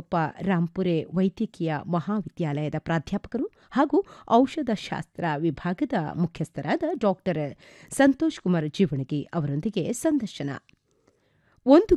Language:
Kannada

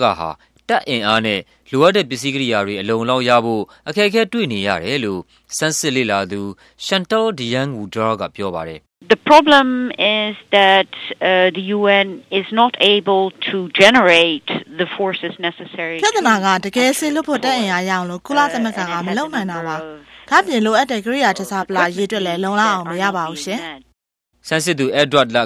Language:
Burmese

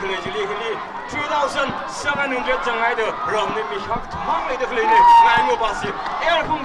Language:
Tangkhul Naga (India)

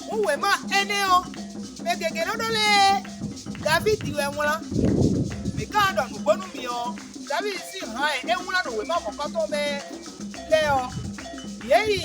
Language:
Fon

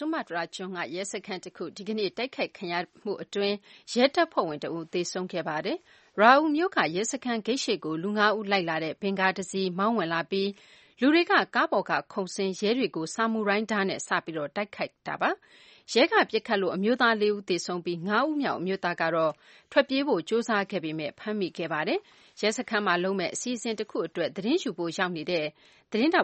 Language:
Burmese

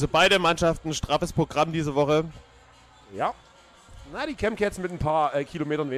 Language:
German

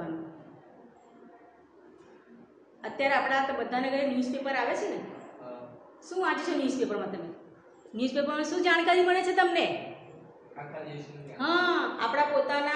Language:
Gujarati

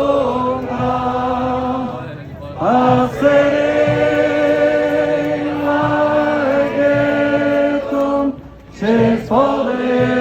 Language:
Occitan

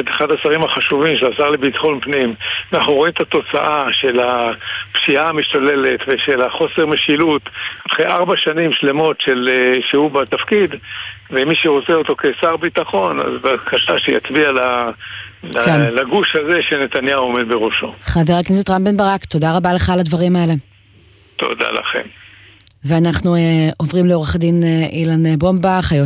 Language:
Hebrew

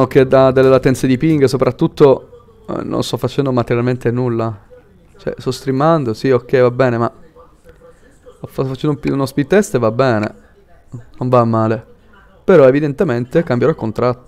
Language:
Italian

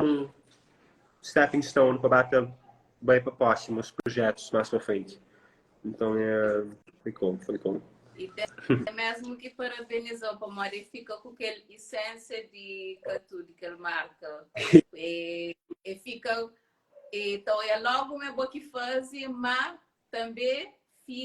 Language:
Kabuverdianu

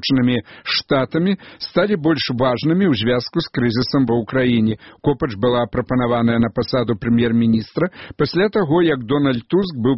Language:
Belarusian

